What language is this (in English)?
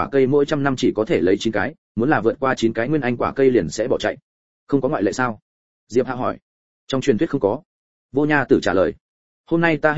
Vietnamese